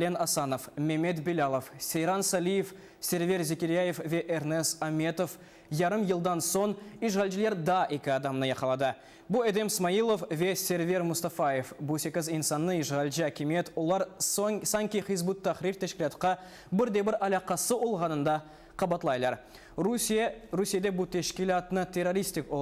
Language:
Crimean Tatar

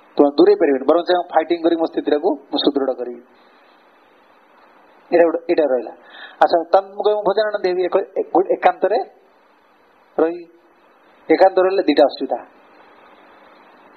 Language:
Odia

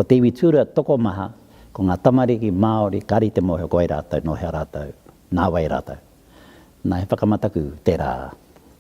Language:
Māori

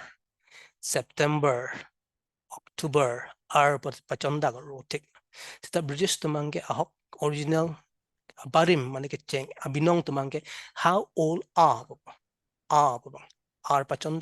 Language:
Karbi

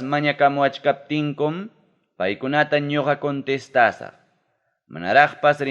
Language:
Ayacucho Quechua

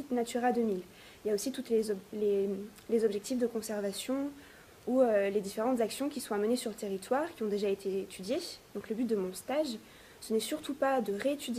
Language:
French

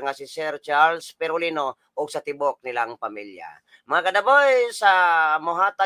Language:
Cebuano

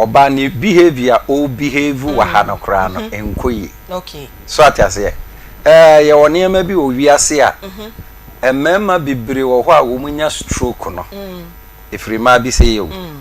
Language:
Akan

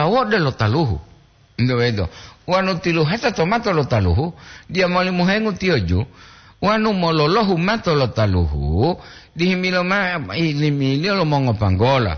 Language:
Gorontalo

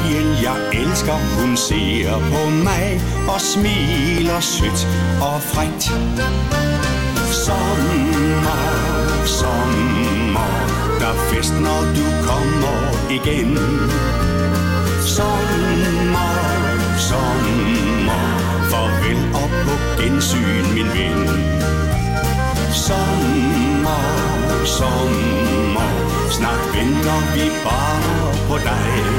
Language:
Danish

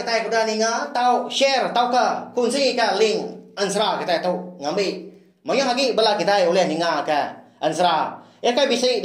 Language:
Iban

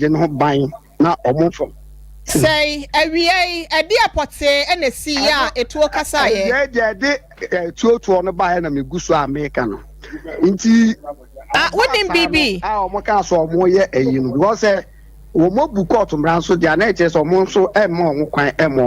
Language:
Akan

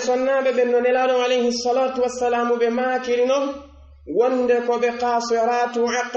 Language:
Fula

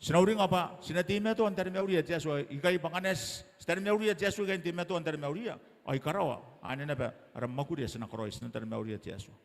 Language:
Gilbertese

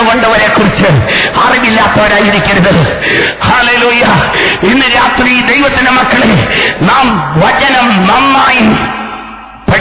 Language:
Malayalam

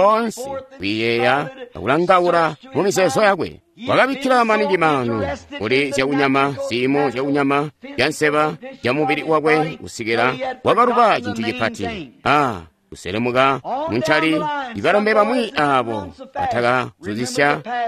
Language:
Tonga (Zambia)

